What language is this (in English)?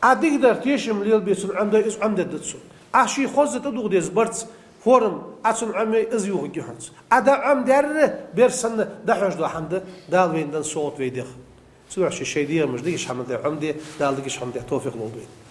Ingush